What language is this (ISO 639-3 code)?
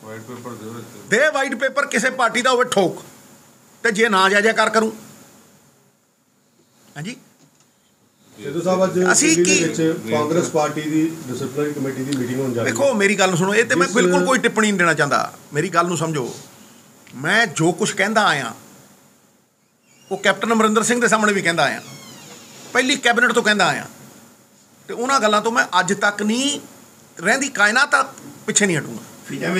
pan